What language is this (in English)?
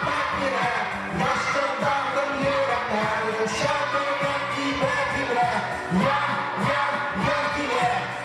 Bashkir